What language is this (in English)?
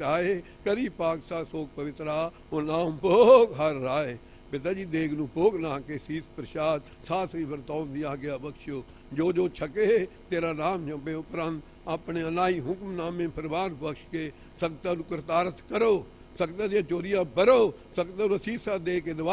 Punjabi